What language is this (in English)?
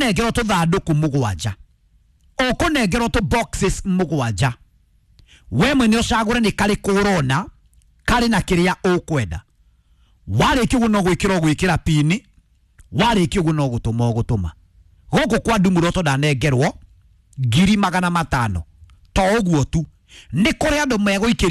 Kikuyu